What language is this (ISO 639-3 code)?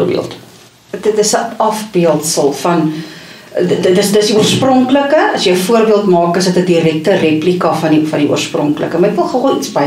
afr